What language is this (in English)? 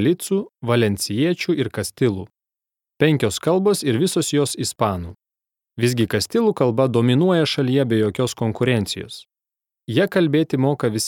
Lithuanian